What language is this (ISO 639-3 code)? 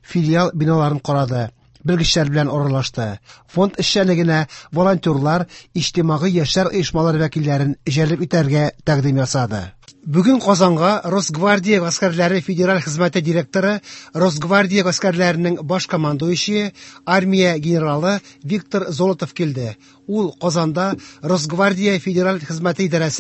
tat